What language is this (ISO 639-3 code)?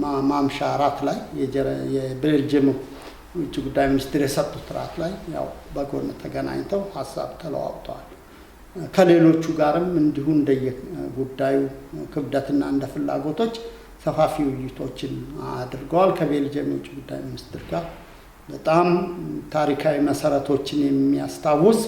amh